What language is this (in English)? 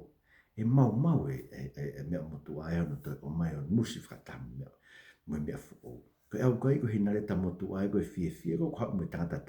Tongan